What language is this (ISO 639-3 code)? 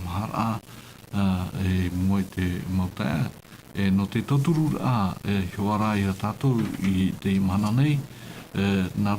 tah